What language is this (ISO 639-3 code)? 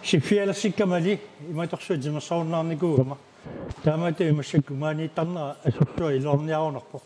kal